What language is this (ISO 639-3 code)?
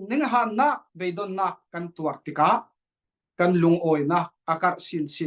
cfm